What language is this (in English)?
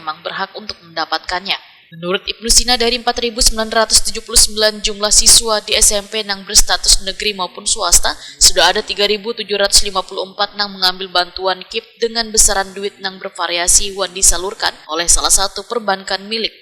Banjar